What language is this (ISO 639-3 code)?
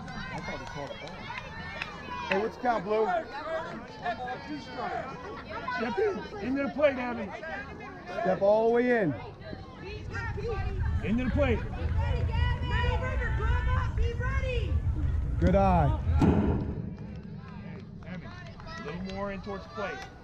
eng